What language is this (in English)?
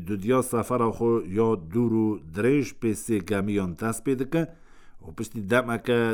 Kurdish